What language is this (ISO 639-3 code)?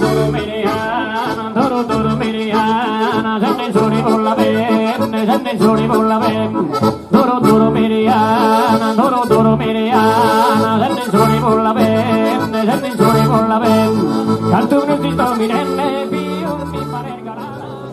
srd